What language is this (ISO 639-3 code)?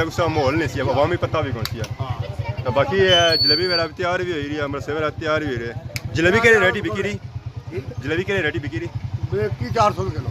phr